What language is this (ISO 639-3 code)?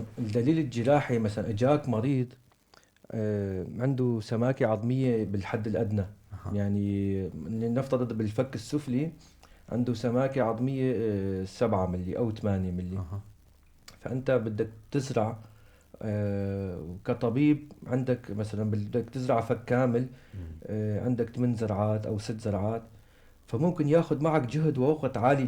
apc